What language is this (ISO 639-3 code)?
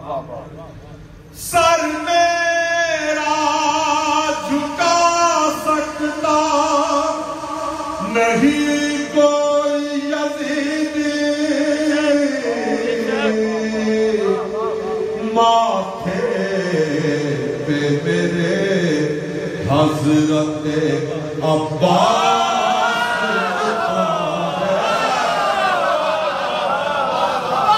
urd